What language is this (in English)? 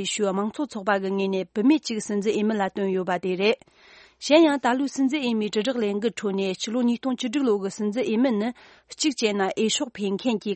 Tibetan